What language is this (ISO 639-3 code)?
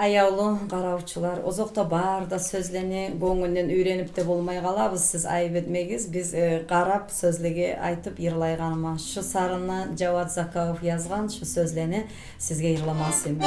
kum